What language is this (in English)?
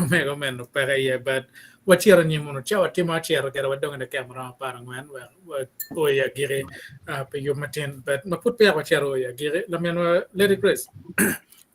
Acoli